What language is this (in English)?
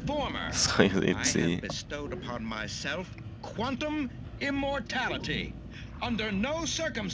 Swiss German